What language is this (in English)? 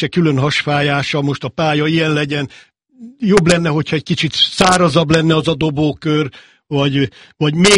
Hungarian